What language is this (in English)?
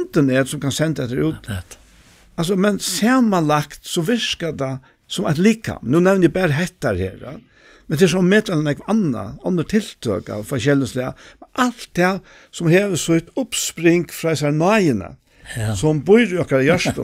Faroese